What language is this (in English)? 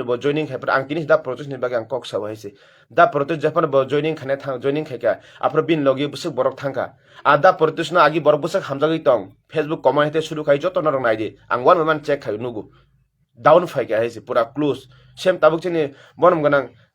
Kok Borok